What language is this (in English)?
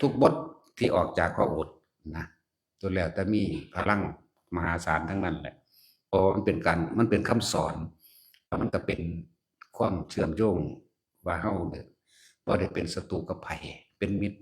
Northeastern Thai